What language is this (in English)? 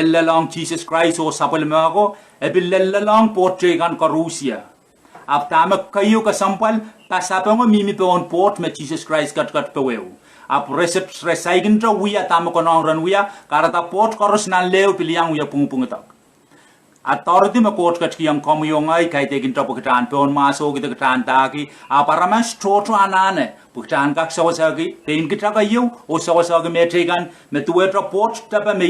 Pohnpeian